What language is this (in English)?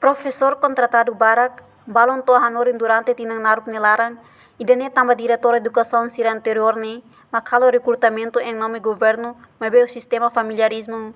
Tetum